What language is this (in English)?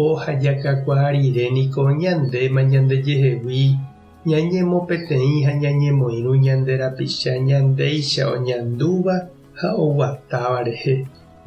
Guarani